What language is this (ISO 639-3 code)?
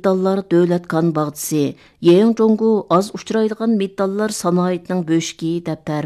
uig